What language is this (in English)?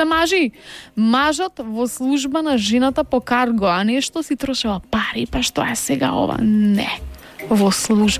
Macedonian